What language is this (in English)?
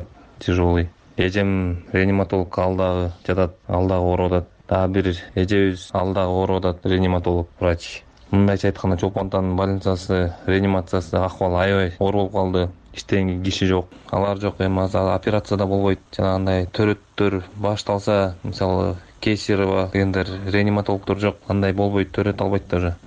Kyrgyz